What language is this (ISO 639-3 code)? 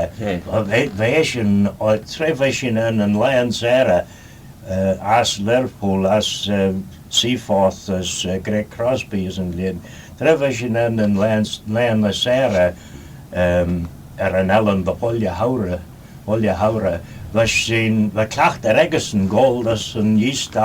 glv